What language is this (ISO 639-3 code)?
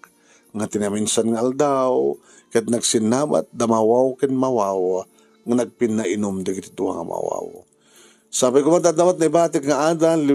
ilo